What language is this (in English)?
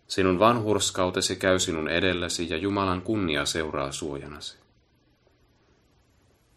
Finnish